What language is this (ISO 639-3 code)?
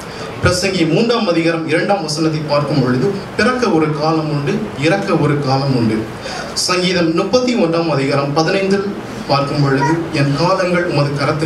tam